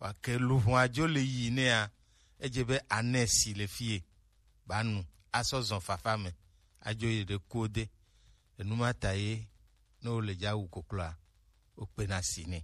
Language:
Gen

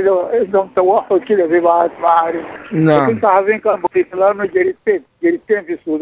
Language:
Sudanese Arabic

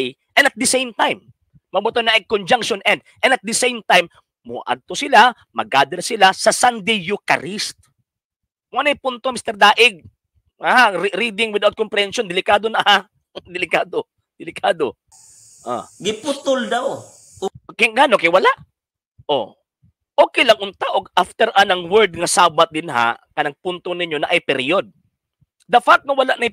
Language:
Cebuano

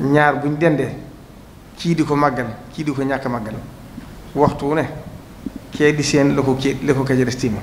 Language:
Wolof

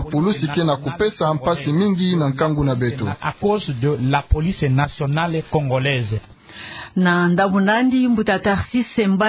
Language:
Kituba (Democratic Republic of Congo)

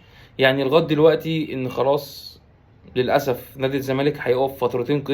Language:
Egyptian Arabic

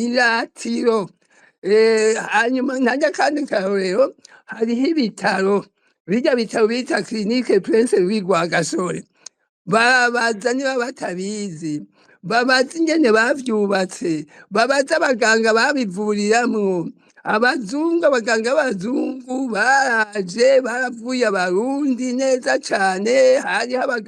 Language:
Rundi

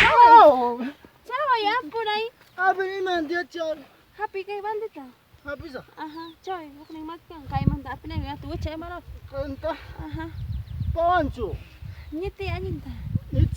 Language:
Ayacucho Quechua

